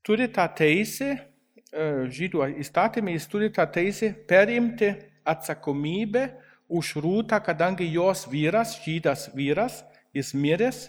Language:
Lithuanian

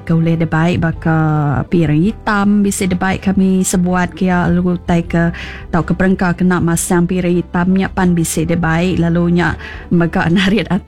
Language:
Iban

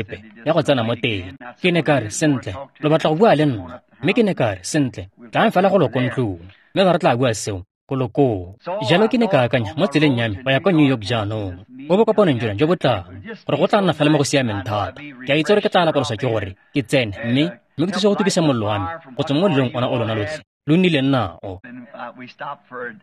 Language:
Tswana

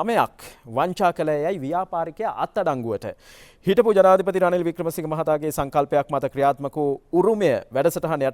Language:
Sinhala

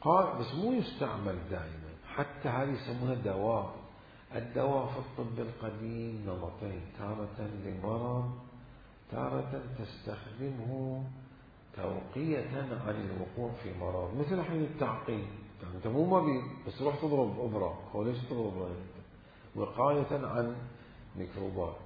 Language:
Mesopotamian Arabic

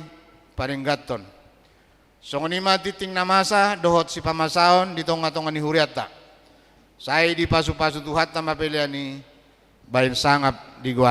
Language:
Batak Toba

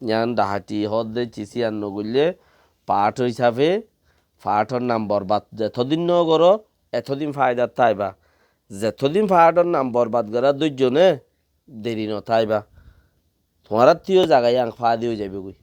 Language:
Rohingya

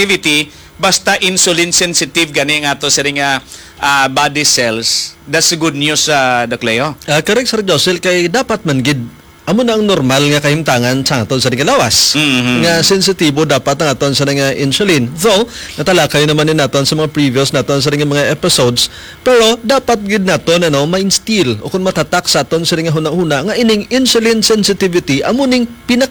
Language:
Hiligaynon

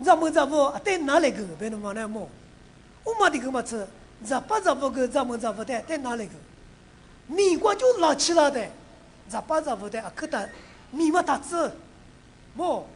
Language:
Lisu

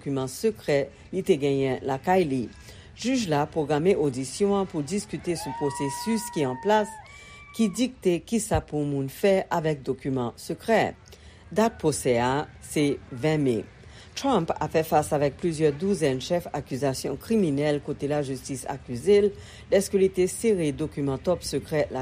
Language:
Haitian Creole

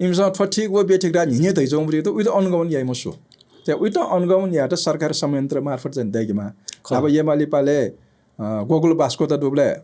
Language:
Newari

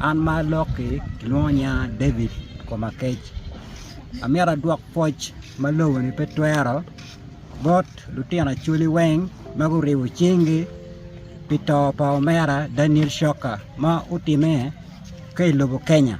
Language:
Acoli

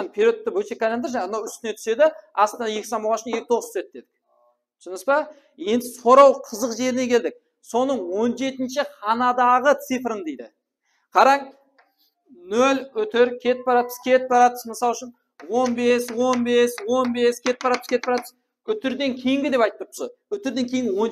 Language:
Kara-Kalpak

